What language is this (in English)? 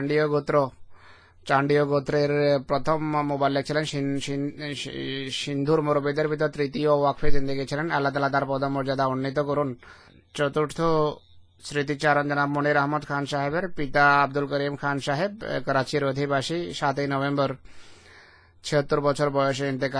Bangla